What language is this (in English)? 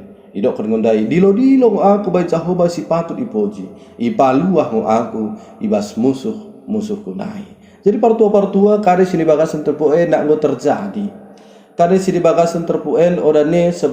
Batak Dairi